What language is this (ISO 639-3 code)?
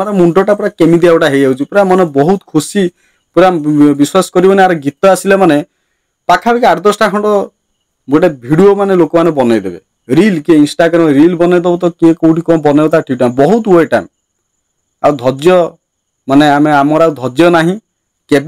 ori